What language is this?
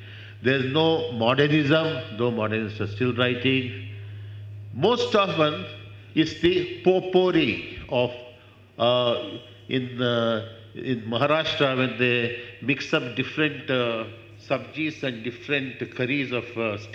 English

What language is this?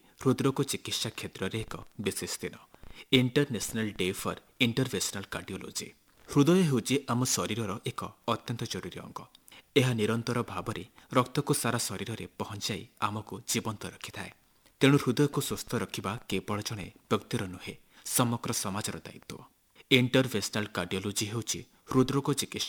Odia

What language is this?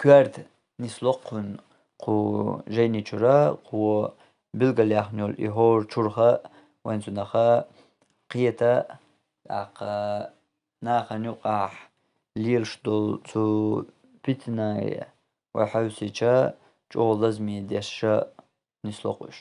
Chechen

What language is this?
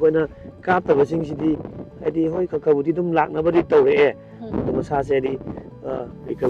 Manipuri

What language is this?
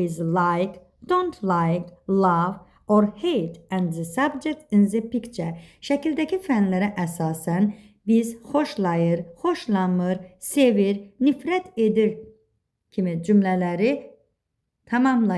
Azerbaijani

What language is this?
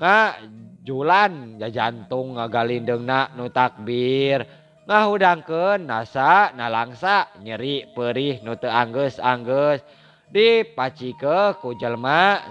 Sundanese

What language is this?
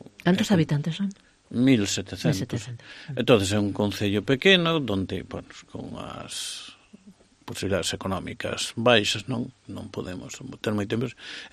Galician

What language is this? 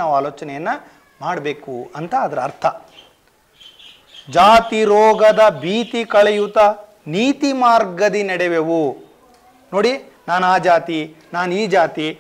Kannada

